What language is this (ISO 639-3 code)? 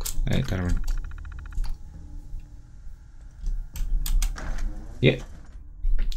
fin